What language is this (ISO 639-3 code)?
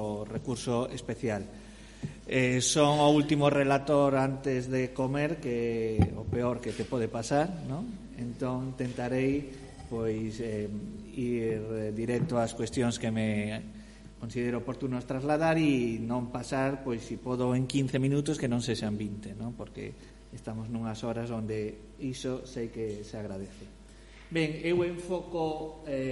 glg